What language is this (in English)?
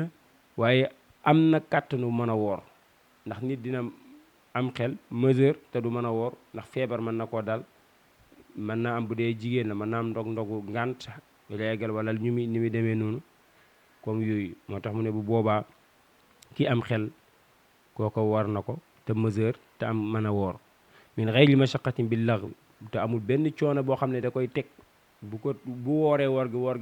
Wolof